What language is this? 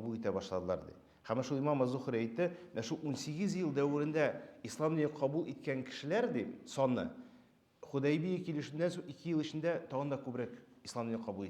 Tatar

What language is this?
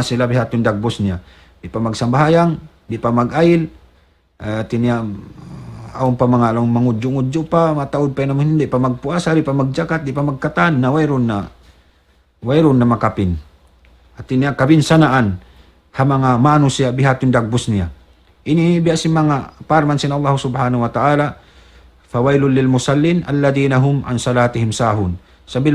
Tausug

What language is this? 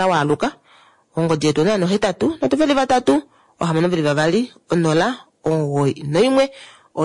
Kuanyama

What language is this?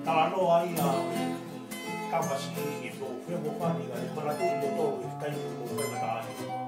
Tongan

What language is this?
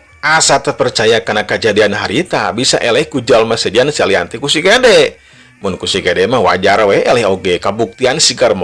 Sundanese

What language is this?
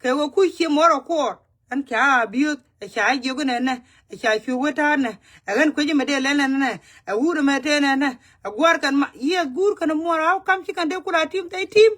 Nuer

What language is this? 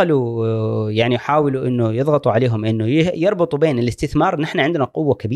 Gulf Arabic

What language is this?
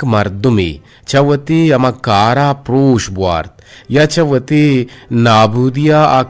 Eastern Balochi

